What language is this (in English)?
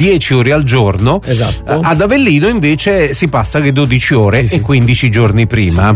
Italian